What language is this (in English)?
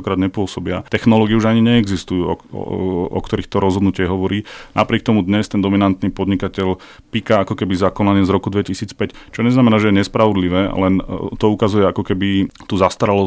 Slovak